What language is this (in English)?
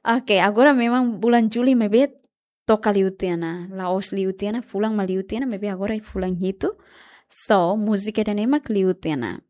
Tetum